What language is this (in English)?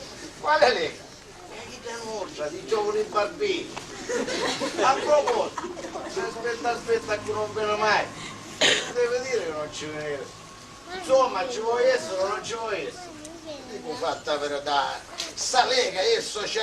Sicilian